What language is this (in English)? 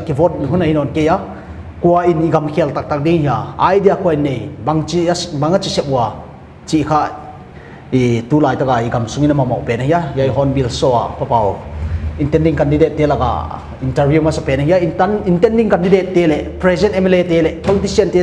Paite Chin